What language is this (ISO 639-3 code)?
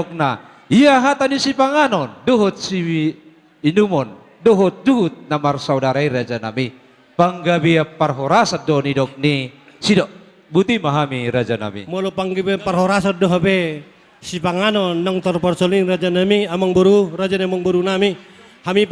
bbc